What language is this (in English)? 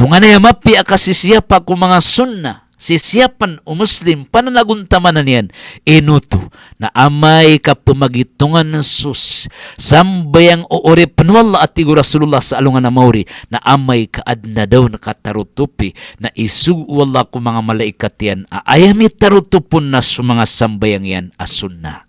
Maranao